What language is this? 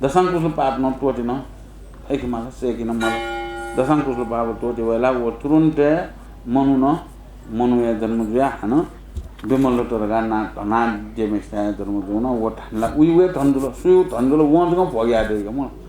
Newari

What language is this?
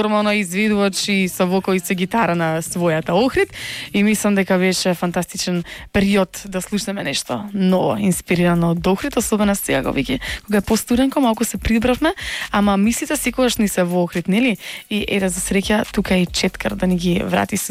Macedonian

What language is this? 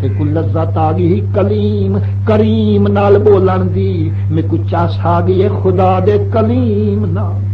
Saraiki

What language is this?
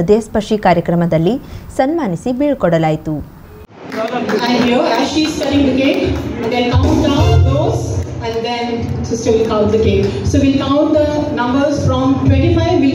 Kannada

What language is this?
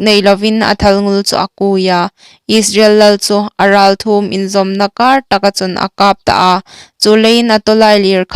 Hmar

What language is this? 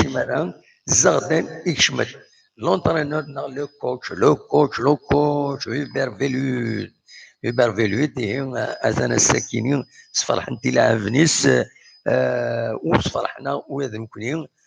Kabyle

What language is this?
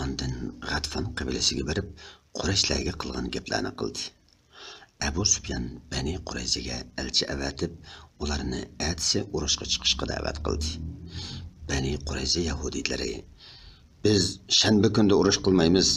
Uyghur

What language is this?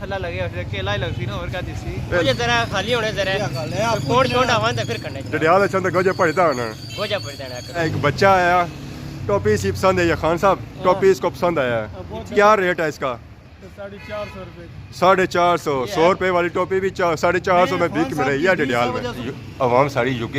Pahari-Potwari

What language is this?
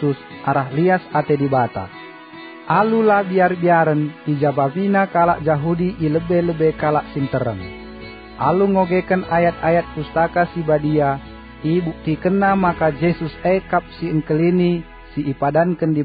Batak Karo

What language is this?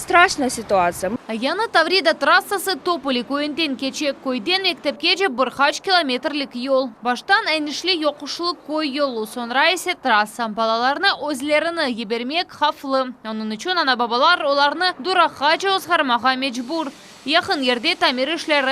Crimean Tatar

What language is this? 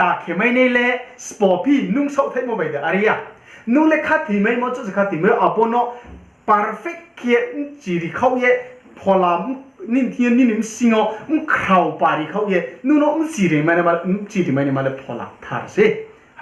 Riang (India)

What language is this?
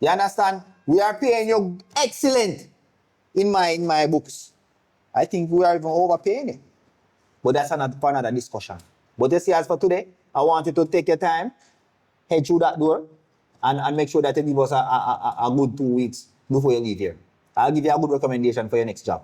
Jamaican Creole English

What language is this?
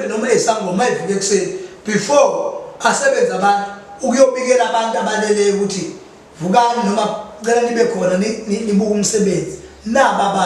Zulu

